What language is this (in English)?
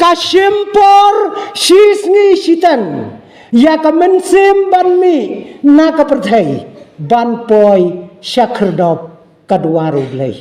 Khasi